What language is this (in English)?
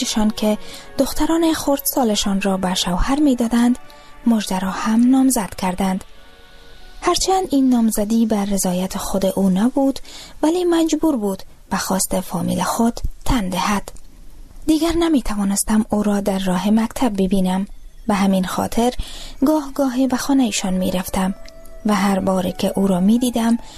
Persian